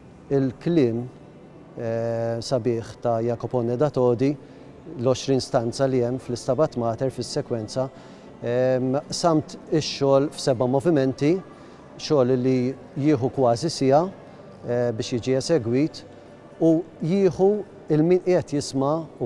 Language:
Maltese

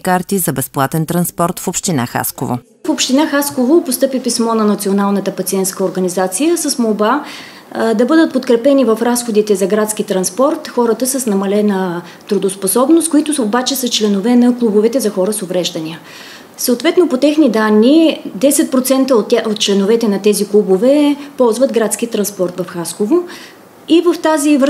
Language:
Bulgarian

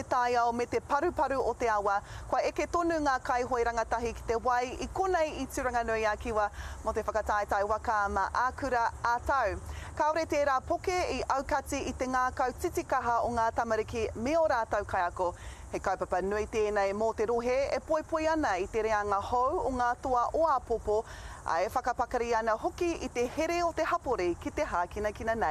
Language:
Māori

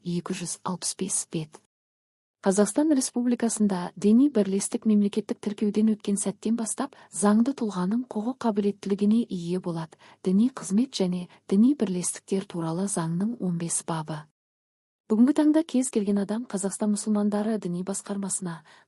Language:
Kazakh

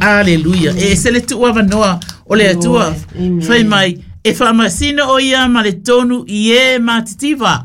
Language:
Samoan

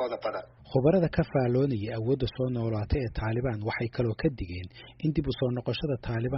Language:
Somali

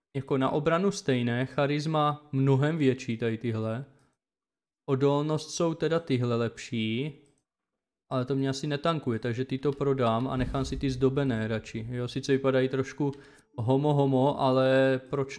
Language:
Czech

